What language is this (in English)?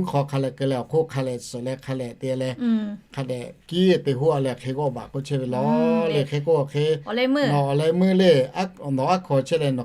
Lahu